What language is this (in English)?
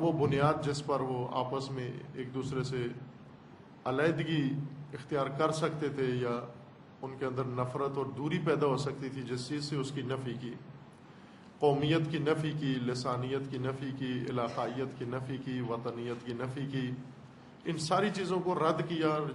Urdu